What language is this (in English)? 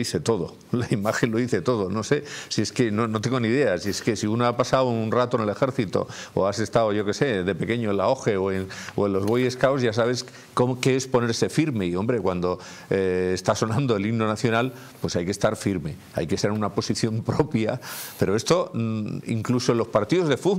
Spanish